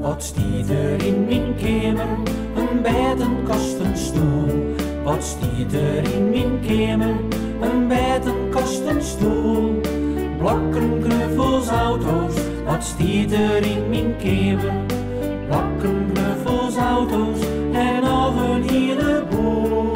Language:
Western Frisian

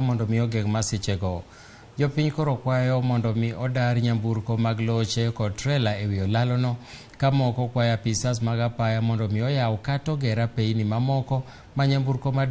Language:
Luo (Kenya and Tanzania)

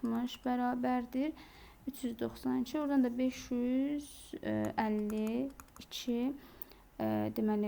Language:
Azerbaijani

